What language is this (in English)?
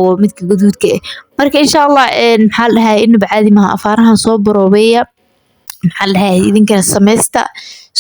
Somali